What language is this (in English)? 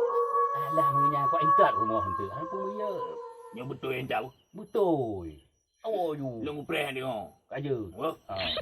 Achinese